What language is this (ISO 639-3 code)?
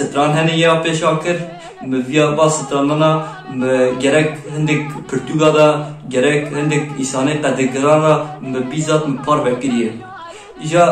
kur